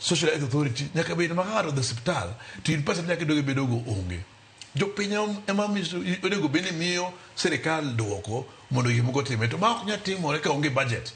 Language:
Luo (Kenya and Tanzania)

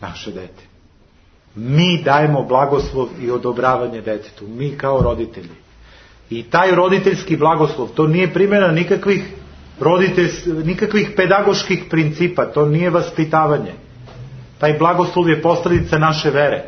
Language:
Serbian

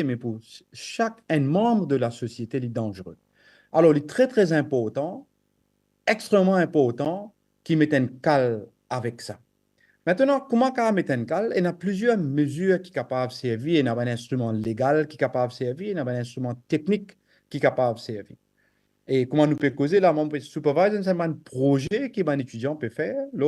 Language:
Morisyen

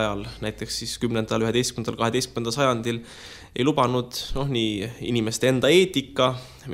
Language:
Estonian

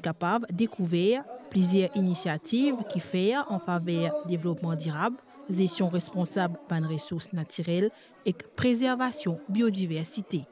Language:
Morisyen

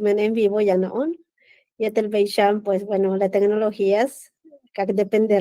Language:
Yucateco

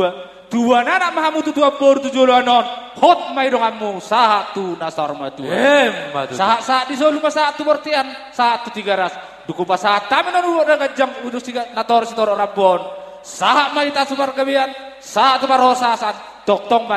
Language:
Batak Toba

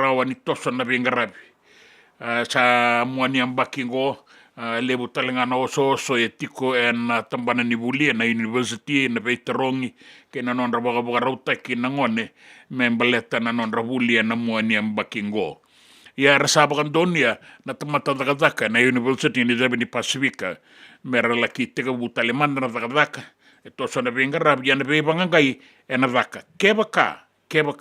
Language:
Fijian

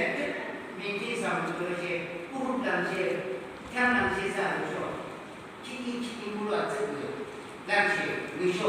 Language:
Yimchungru Naga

